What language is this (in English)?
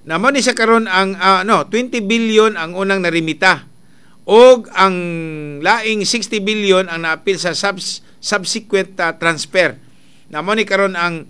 Cebuano